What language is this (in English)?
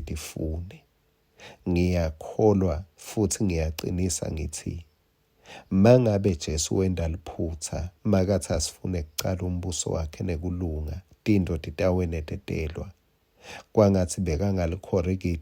Swati